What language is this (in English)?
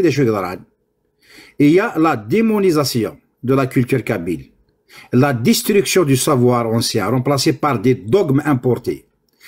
Kabyle